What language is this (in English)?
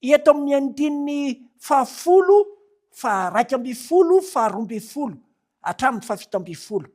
Malagasy